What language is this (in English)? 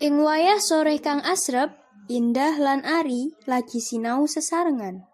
Javanese